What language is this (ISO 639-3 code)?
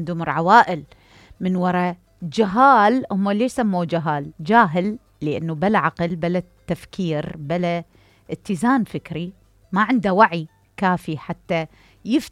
acm